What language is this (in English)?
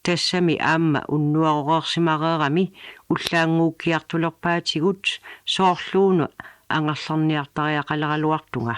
Kalaallisut